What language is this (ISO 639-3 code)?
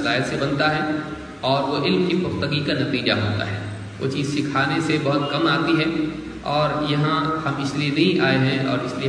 urd